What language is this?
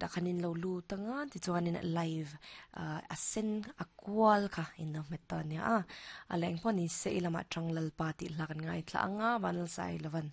Mizo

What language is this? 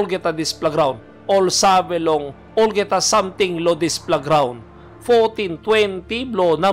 Tok Pisin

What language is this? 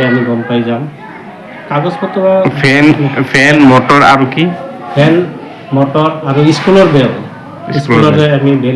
Assamese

